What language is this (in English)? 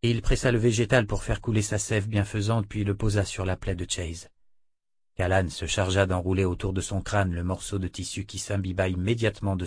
French